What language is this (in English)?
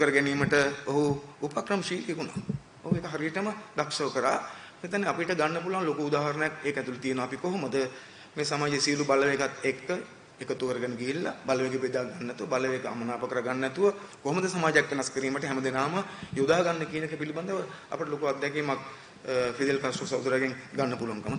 Sinhala